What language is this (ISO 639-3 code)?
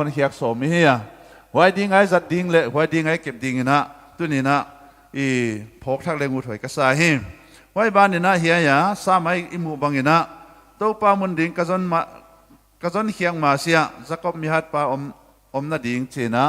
pck